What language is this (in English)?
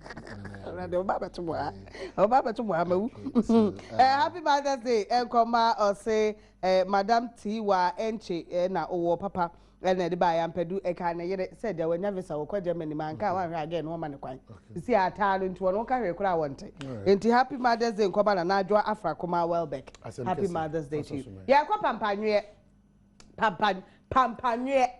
Akan